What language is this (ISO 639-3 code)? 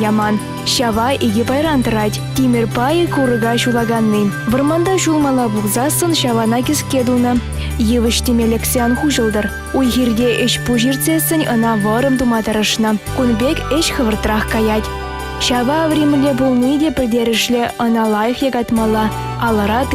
chv